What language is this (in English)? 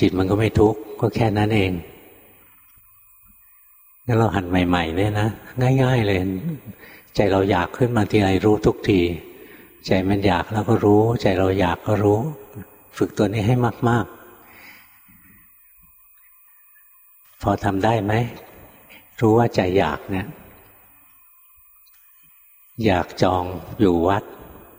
Thai